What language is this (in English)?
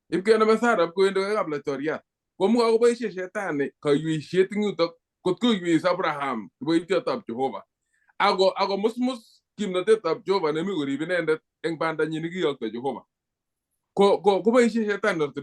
Kalenjin